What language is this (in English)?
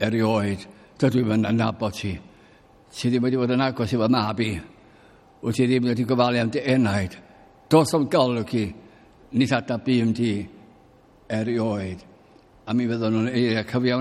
Welsh